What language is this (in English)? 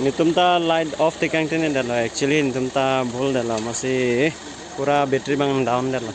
Karbi